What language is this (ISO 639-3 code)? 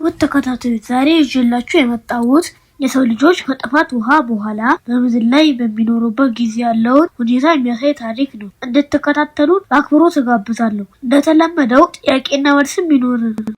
amh